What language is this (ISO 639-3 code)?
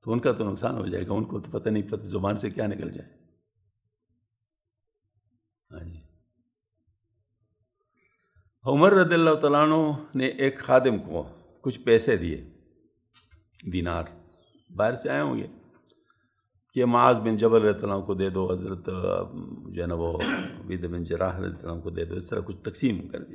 urd